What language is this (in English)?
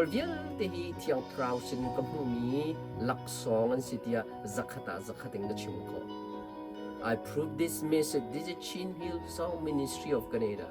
Hakha Chin